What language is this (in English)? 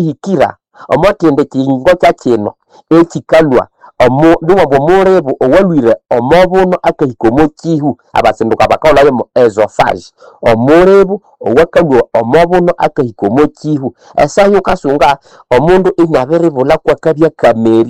Nande